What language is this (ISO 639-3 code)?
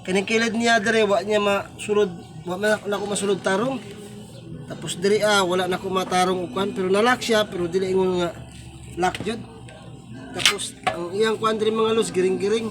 ceb